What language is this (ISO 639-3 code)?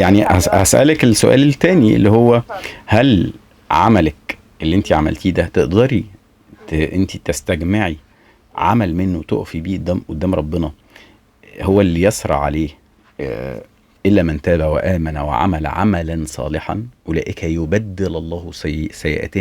arz